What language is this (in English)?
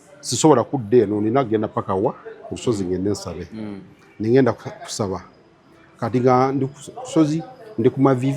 Ganda